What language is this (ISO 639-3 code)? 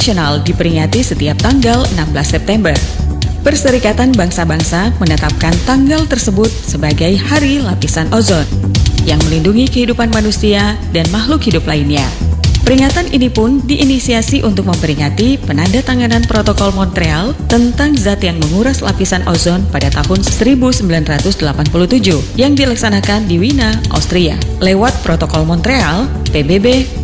ind